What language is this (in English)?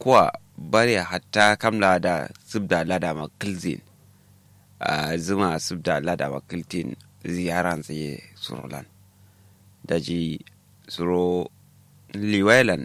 Kanuri